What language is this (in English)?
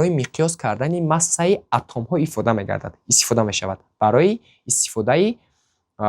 Tajik